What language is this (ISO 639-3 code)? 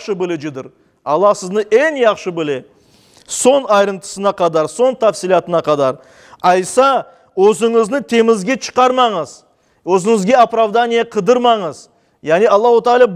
crh